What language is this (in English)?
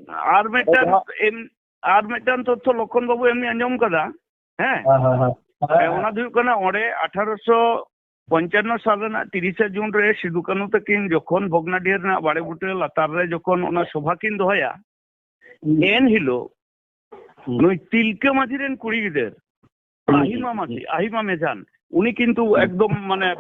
Santali